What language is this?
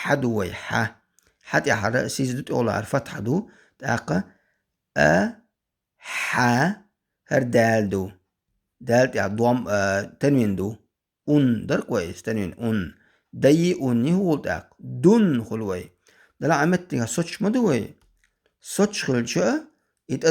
Chechen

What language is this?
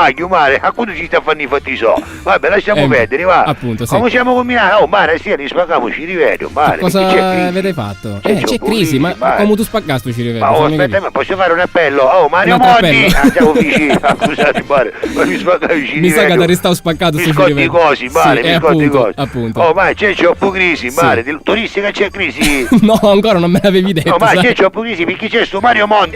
Sicilian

